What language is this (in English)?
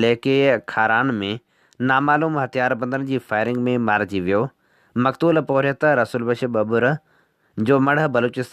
Sindhi